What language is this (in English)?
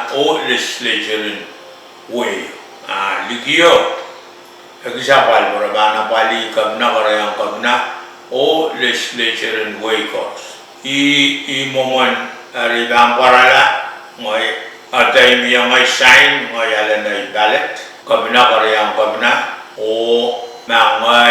Pohnpeian